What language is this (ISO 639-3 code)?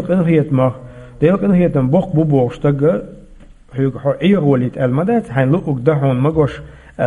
che